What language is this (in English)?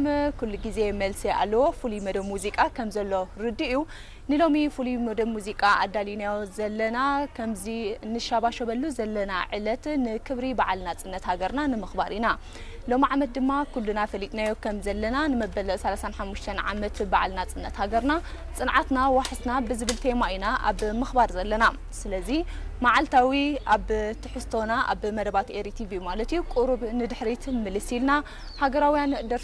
Tigrinya